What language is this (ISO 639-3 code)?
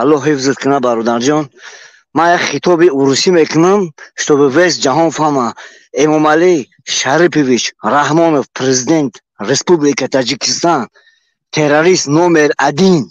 tgk